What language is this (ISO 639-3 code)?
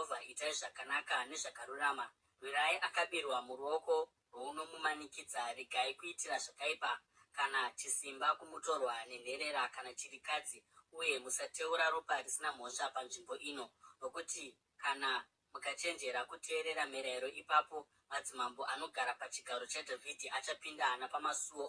sna